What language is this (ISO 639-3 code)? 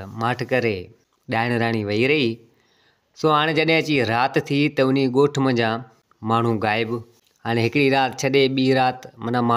snd